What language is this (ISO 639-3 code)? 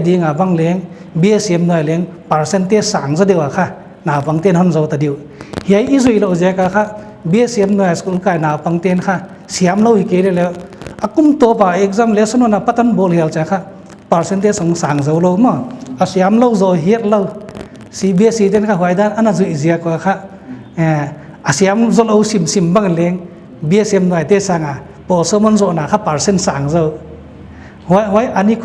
pck